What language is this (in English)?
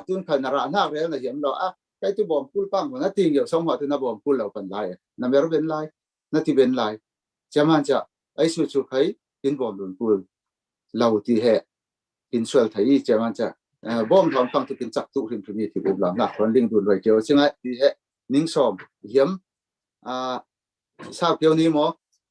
Falam Chin